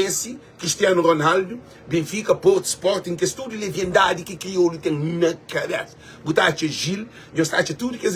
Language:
Kabuverdianu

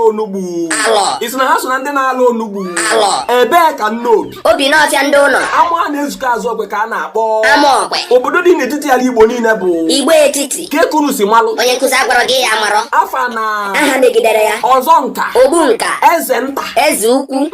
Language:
Igbo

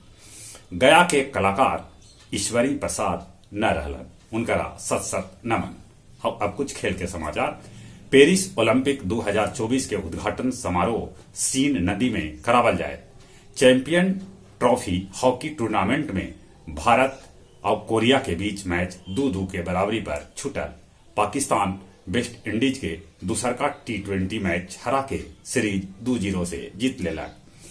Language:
Magahi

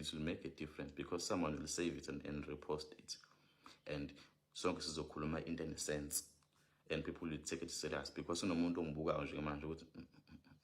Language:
Zulu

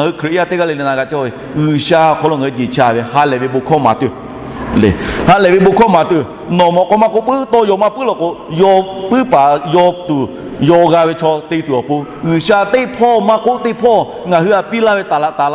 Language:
Lahu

